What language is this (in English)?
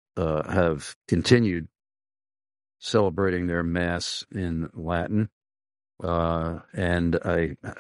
English